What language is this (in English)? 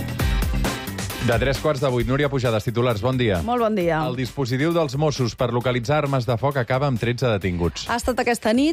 Catalan